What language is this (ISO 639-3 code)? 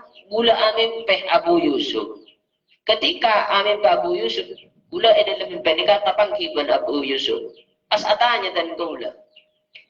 mad